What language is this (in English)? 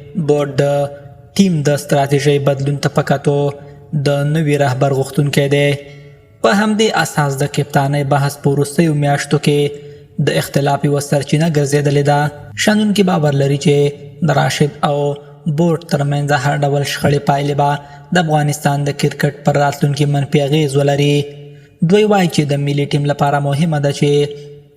Pashto